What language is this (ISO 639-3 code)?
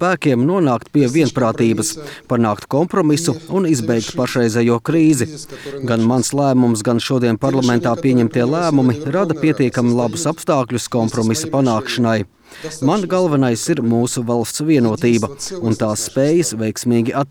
lav